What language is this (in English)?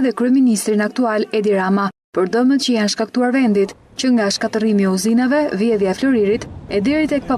Albanian